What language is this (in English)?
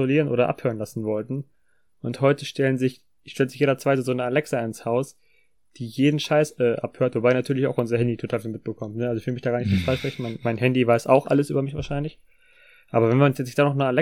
German